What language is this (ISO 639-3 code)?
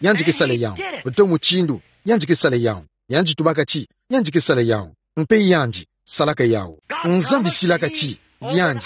ktu